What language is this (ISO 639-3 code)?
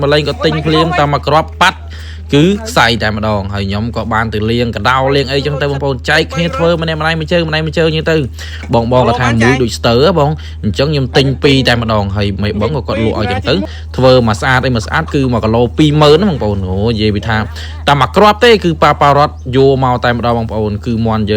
khm